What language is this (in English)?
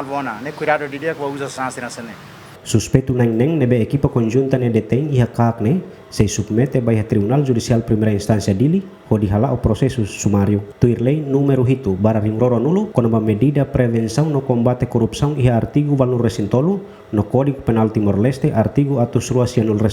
Tetum